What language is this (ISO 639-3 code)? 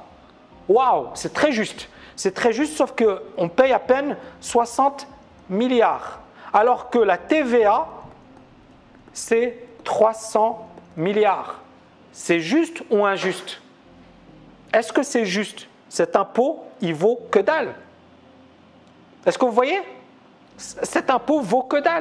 fra